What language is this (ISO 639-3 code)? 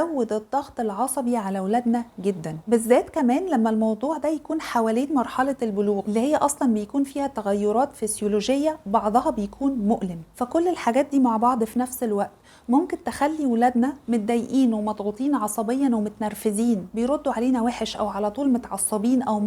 arz